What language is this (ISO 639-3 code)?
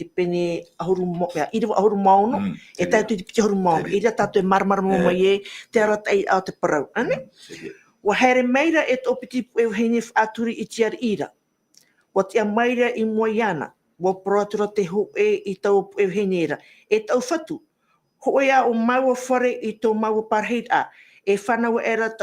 tah